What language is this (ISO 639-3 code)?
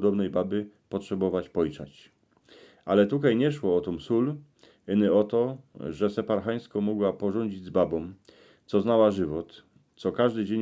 szl